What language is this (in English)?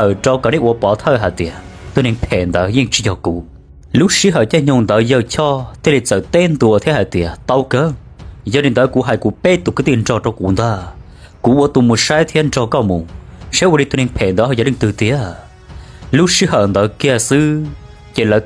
Hmong